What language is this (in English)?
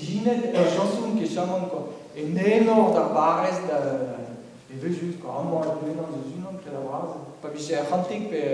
Breton